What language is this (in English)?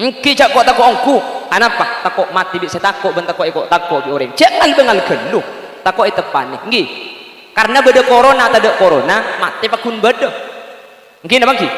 Madurese